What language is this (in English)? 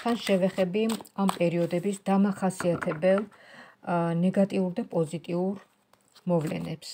Georgian